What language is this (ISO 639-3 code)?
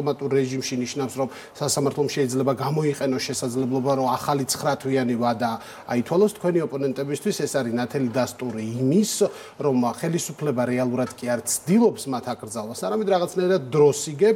kat